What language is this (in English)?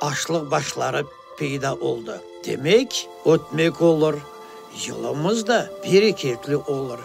Crimean Tatar